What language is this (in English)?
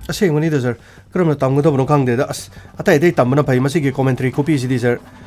Manipuri